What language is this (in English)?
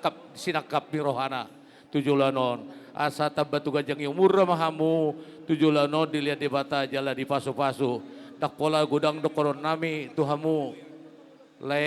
Batak Toba